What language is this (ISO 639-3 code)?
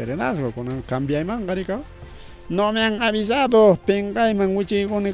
quy